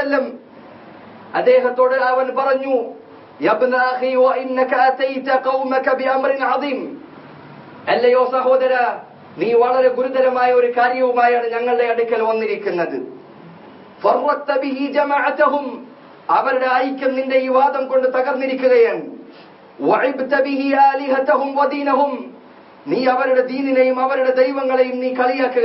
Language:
Malayalam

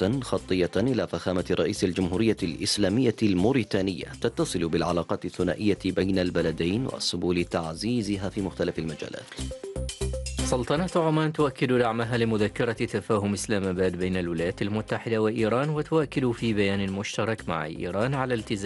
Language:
Arabic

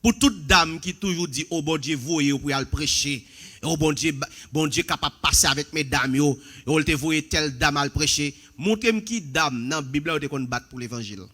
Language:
Haitian Creole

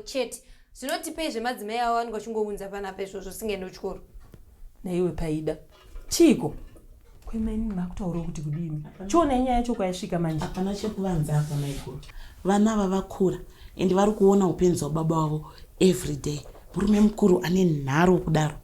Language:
Shona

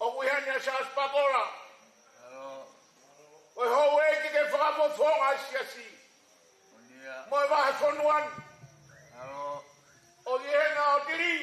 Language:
Tongan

